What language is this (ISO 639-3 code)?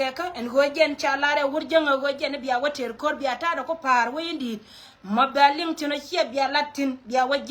nus